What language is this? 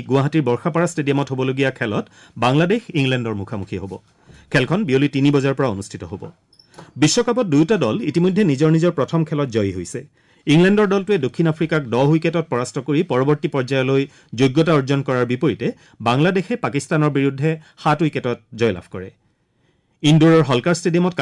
Assamese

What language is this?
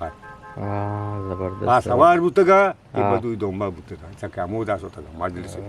Eastern Balochi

